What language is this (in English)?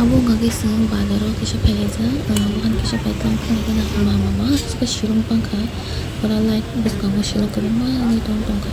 Kok Borok